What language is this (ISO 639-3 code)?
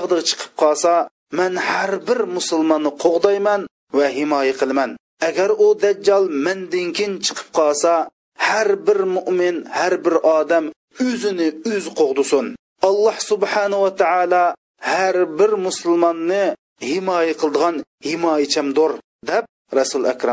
uig